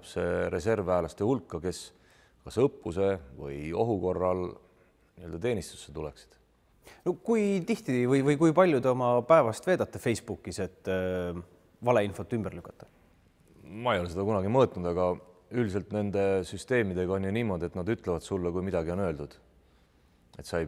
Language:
Estonian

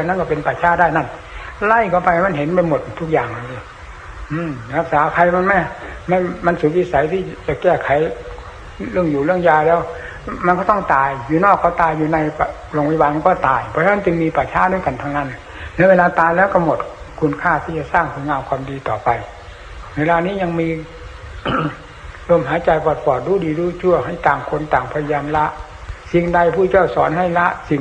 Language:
Thai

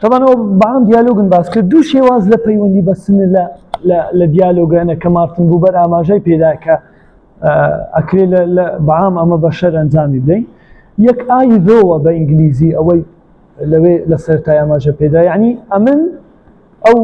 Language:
Central Kurdish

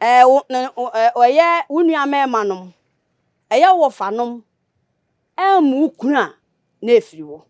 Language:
Akan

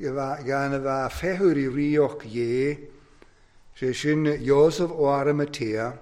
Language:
Welsh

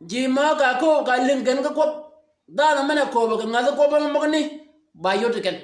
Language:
Shilluk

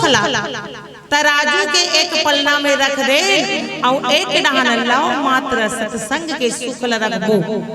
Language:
Chhattisgarhi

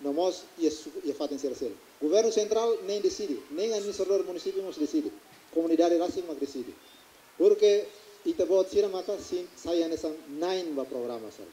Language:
Tetum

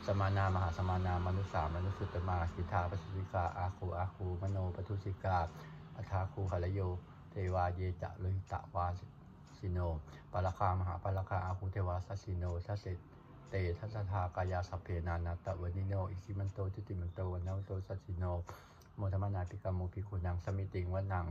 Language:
Pali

